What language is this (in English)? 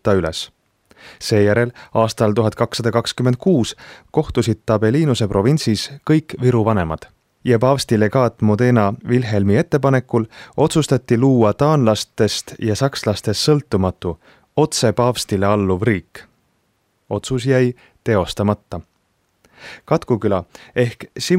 Estonian